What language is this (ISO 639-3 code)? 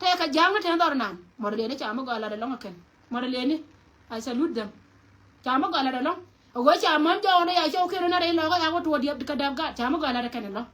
nus